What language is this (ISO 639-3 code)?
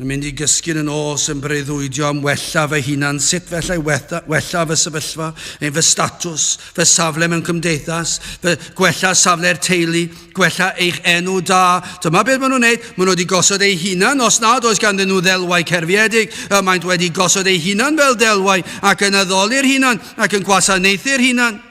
cym